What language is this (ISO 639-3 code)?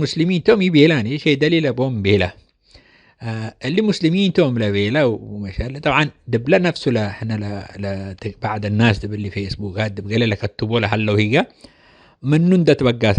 tig